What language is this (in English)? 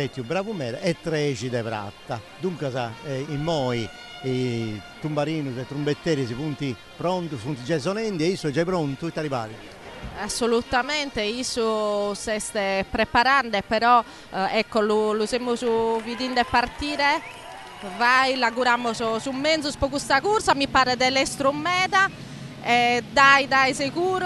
Sardinian